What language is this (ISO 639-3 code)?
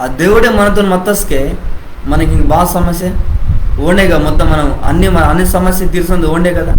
kff